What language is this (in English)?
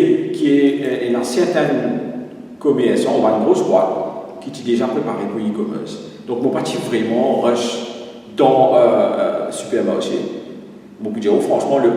Morisyen